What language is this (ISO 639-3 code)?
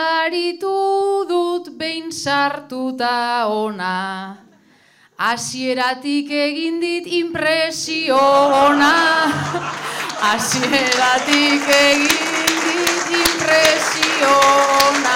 eus